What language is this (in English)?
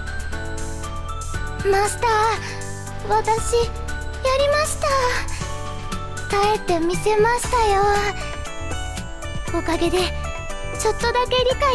Japanese